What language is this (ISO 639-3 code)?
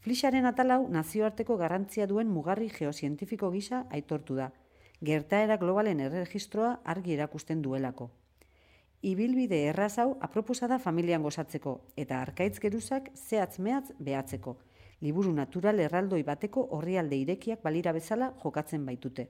eus